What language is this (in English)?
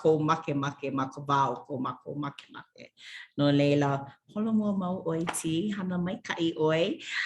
Hawaiian